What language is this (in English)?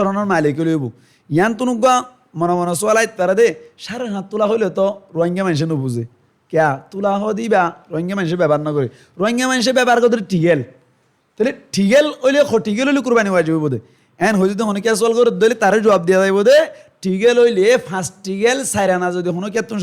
Rohingya